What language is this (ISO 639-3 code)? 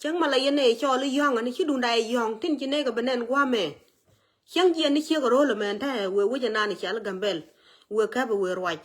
nus